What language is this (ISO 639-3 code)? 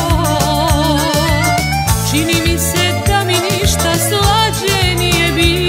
hrv